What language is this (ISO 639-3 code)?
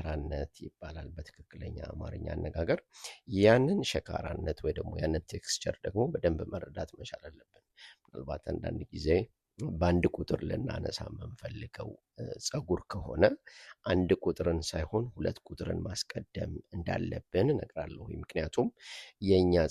amh